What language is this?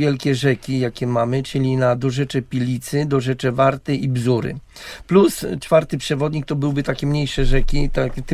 Polish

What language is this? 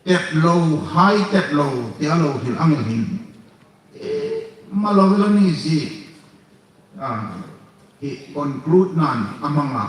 Hmar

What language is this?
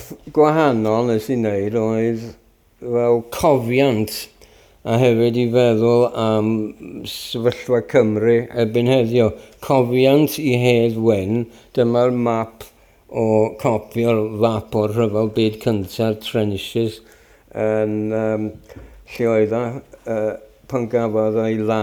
Welsh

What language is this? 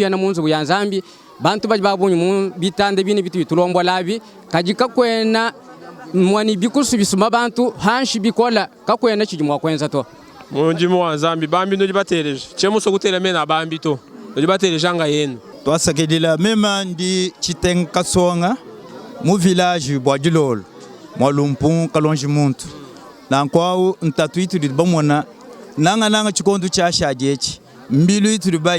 Luba-Lulua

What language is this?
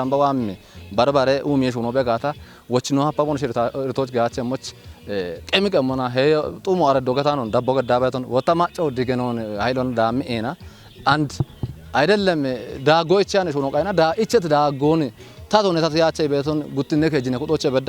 Kafa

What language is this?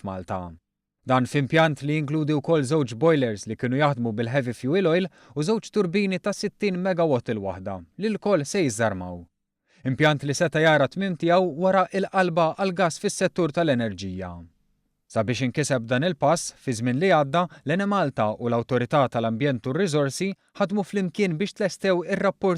Maltese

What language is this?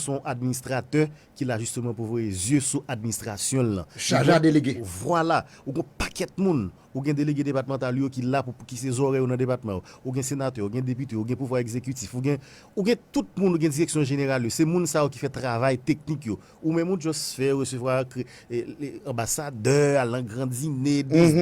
Haitian Creole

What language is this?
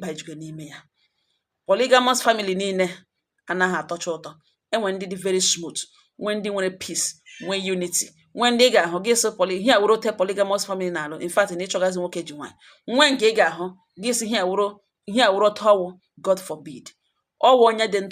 Igbo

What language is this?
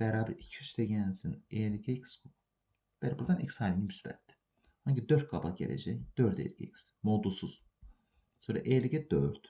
Azerbaijani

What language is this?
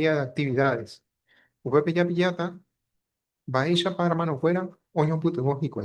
Guarani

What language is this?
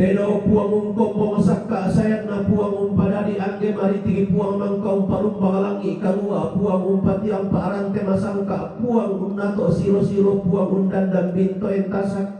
Toraja-Sa'dan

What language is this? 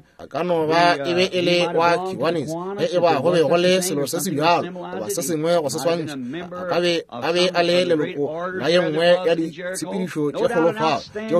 Northern Sotho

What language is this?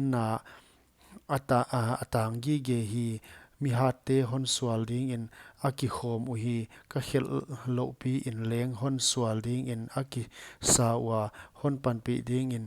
Paite Chin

